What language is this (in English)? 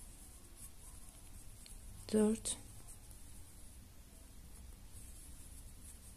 Turkish